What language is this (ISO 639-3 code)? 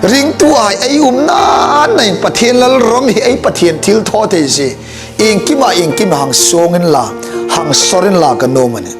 hmr